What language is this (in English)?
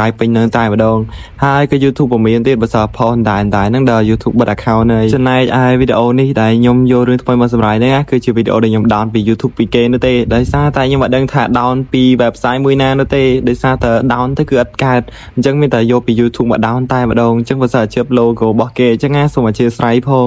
Khmer